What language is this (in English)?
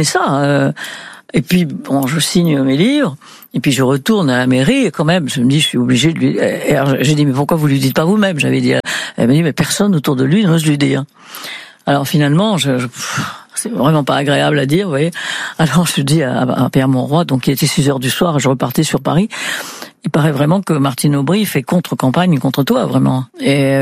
French